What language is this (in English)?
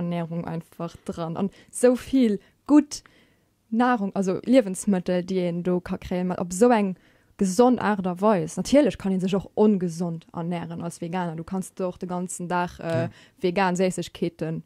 Luxembourgish